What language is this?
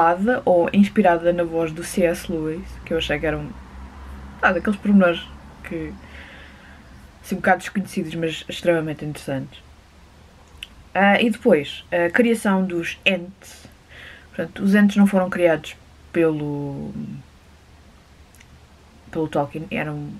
Portuguese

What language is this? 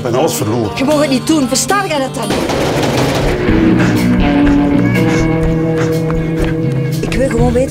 Dutch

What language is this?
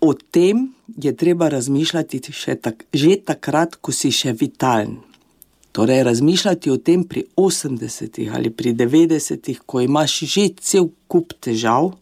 Slovenian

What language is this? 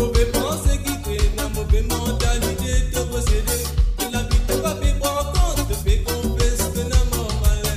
Morisyen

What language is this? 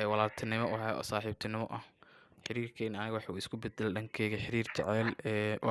Somali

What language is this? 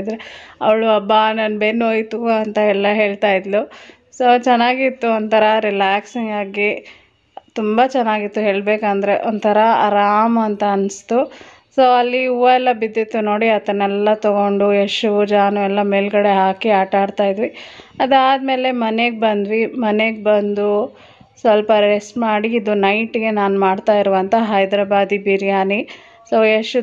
Kannada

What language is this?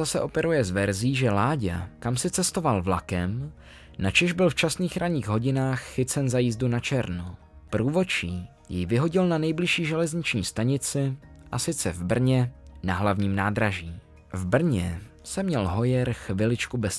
Czech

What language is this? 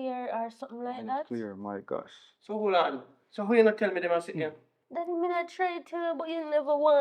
Jamaican Creole English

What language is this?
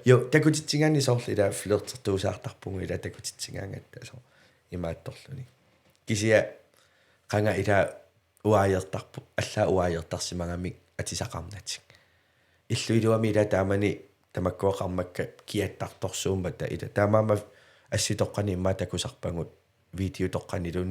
Kalaallisut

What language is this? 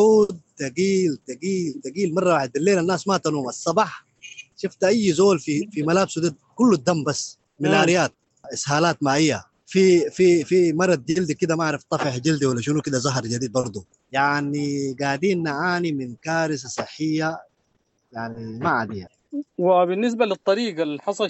Sudanese Arabic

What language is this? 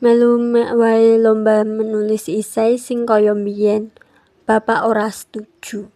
Javanese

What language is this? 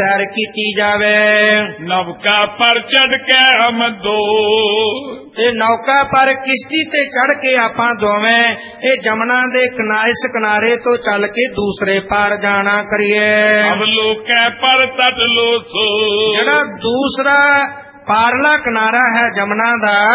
Punjabi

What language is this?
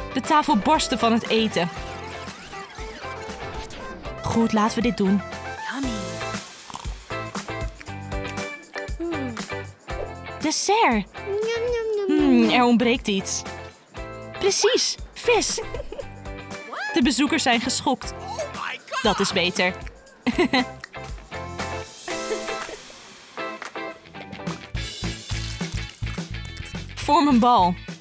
Dutch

